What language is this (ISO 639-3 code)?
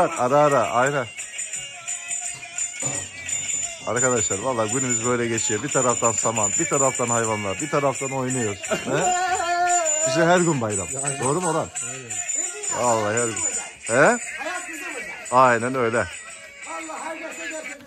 tur